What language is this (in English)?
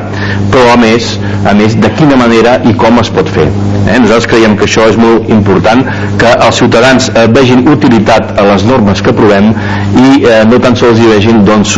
Catalan